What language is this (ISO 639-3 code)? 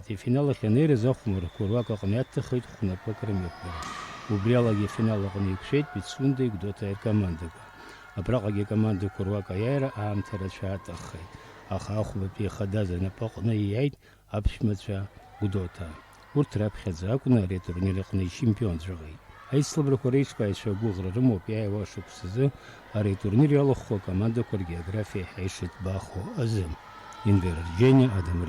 abk